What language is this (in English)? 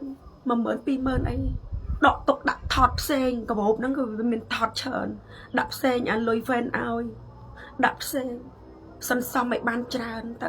Khmer